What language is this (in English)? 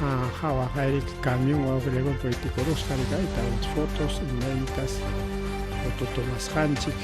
Ayacucho Quechua